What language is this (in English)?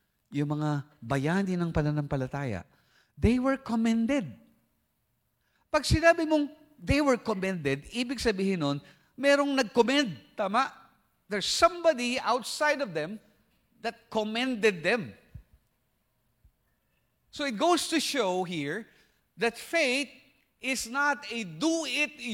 Filipino